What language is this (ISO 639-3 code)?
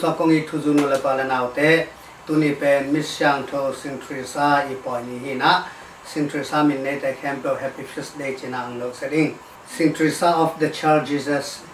ctd